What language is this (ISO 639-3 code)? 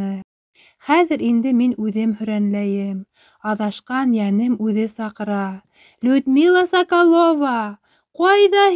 bak